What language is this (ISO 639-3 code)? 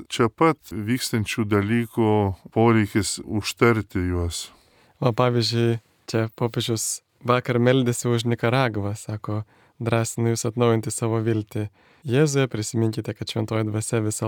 lit